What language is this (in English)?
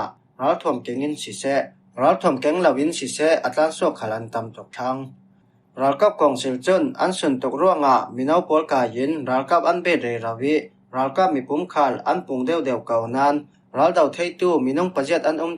Falam Chin